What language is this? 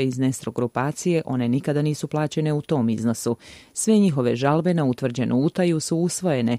Serbian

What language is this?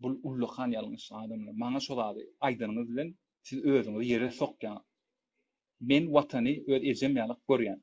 Turkmen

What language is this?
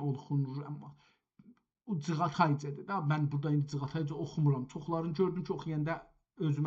South Azerbaijani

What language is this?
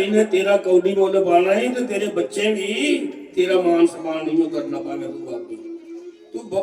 Dogri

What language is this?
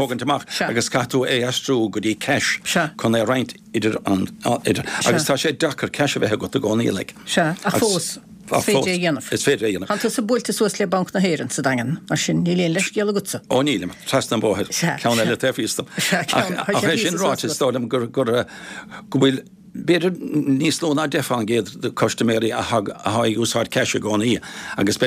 Irish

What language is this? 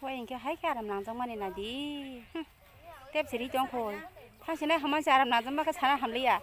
Kok Borok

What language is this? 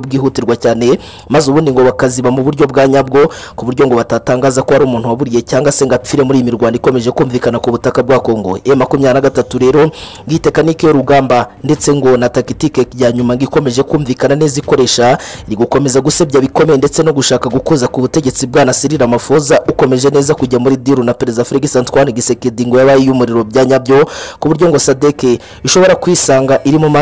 Kinyarwanda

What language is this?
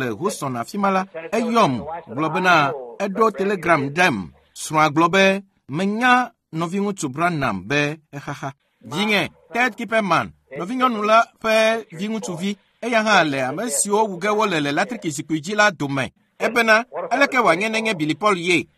Ewe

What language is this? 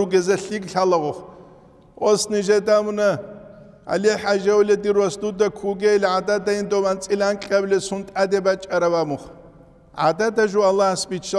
Avaric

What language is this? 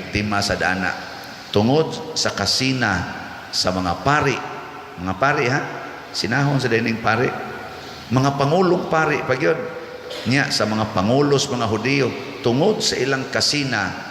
Cebuano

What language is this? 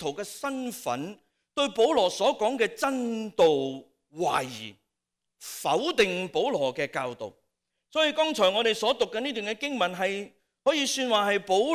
Cantonese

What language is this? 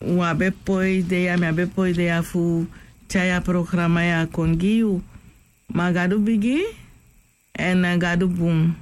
Sranan Tongo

